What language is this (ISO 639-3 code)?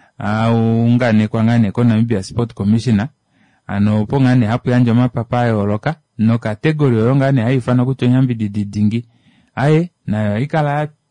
kua